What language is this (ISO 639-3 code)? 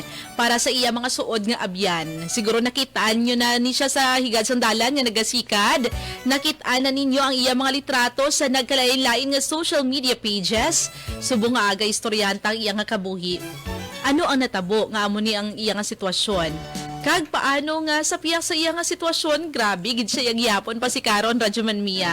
hil